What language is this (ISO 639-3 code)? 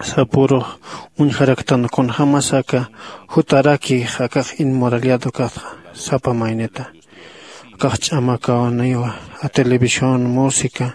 aym